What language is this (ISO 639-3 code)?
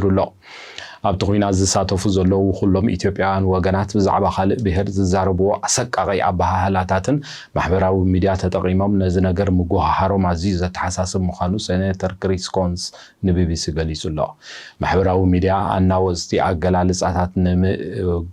tir